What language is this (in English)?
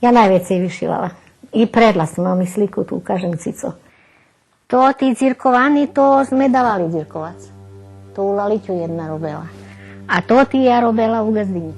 Rusyn